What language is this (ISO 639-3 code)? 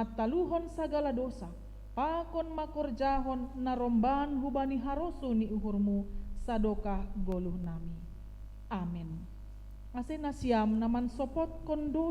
bts